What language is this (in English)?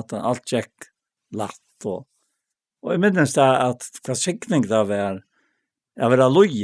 Faroese